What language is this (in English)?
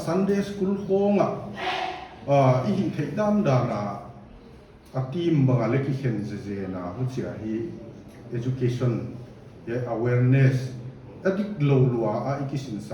Paite Chin